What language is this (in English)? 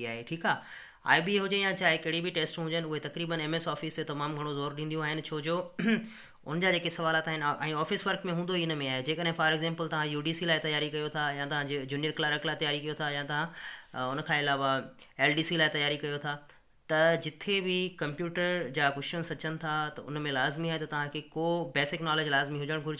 Sindhi